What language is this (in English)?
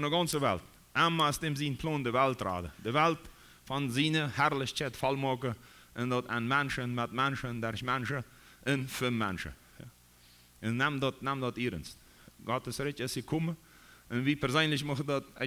Plautdietsch